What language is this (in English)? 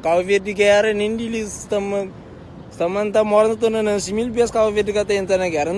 Kabuverdianu